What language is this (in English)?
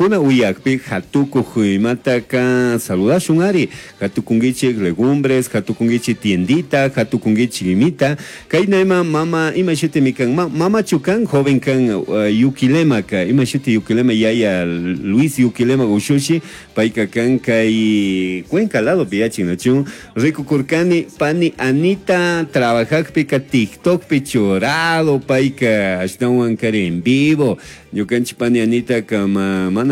Chimborazo Highland Quichua